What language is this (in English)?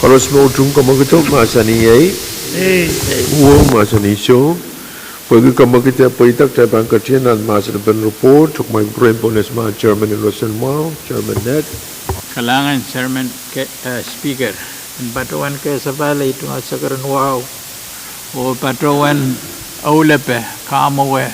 Pohnpeian